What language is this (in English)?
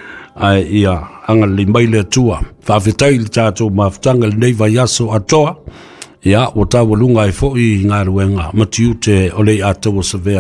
Samoan